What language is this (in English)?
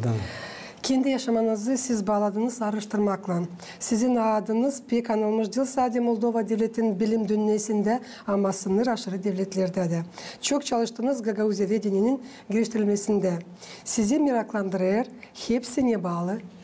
Gagauz